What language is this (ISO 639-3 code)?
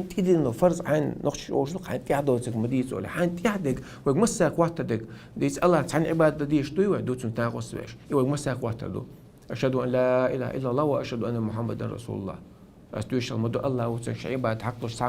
che